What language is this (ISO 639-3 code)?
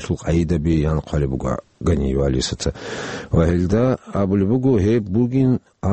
ava